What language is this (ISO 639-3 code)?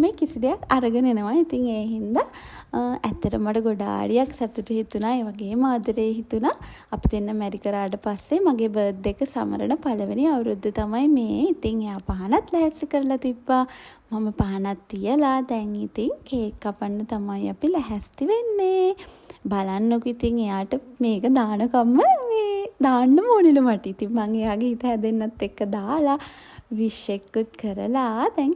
sin